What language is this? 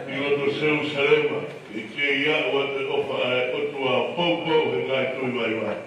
Tongan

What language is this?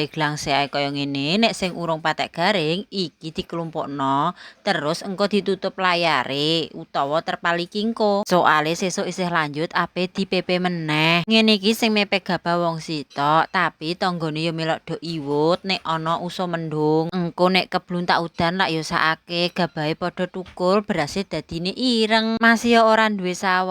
Javanese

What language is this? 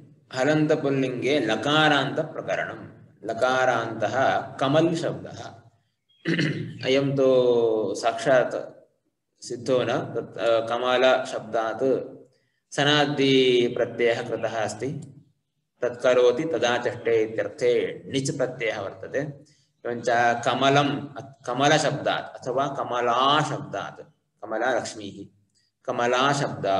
Sanskrit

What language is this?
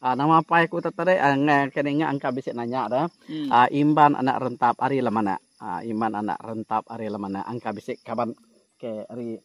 Iban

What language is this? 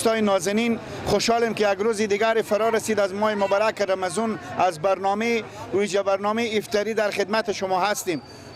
Persian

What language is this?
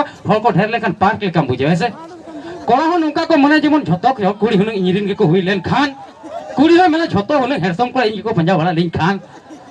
Santali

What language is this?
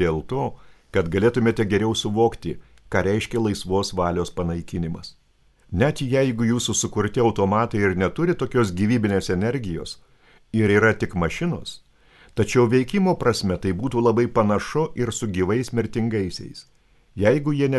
Lithuanian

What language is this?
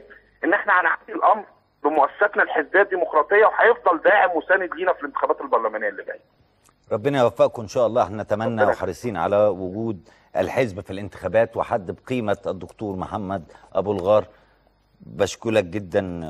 Egyptian Arabic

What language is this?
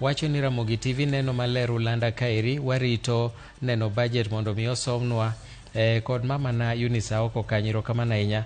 Luo (Kenya and Tanzania)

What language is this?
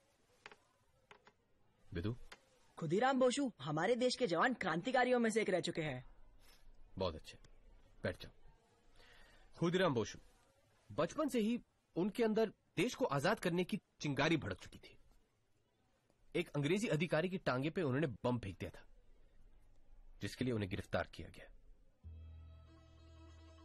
Hindi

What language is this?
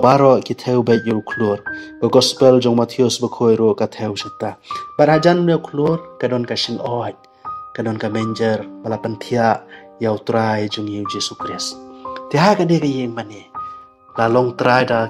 Khasi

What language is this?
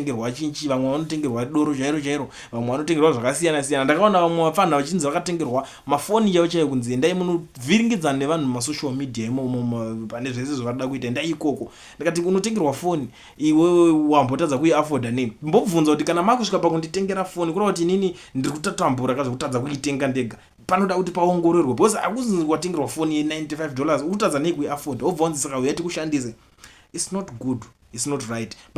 Shona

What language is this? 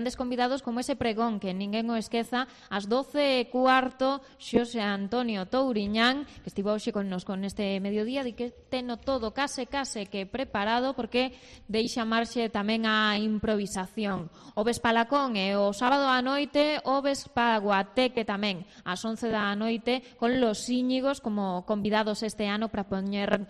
Galician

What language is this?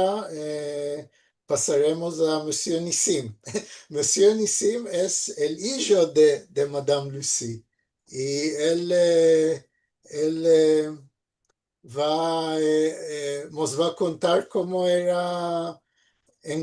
Ladino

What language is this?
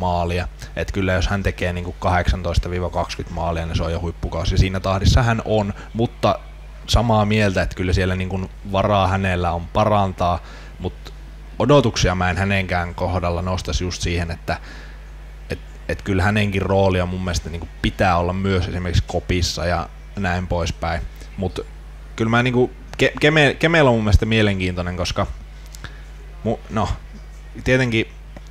Finnish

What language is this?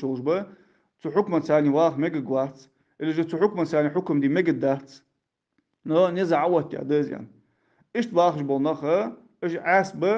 Ingush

